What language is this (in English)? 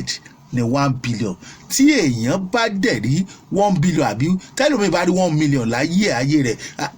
Yoruba